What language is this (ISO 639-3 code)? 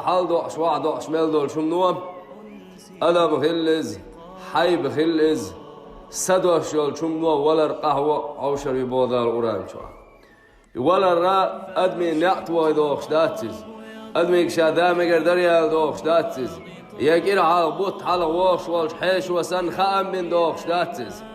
che